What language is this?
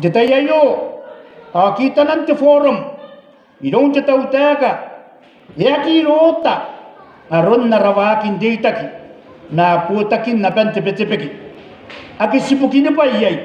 Gilbertese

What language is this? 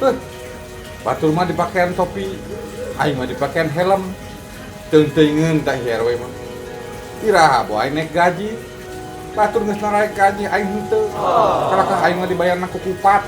Sundanese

